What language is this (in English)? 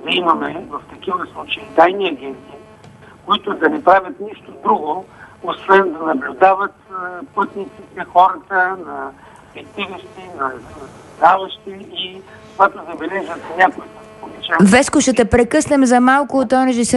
Bulgarian